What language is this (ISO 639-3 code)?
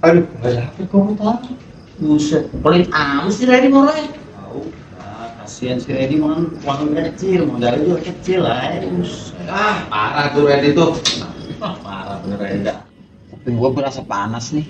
bew